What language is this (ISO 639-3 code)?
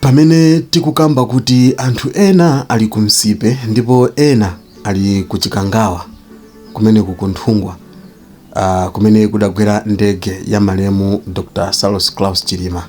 nya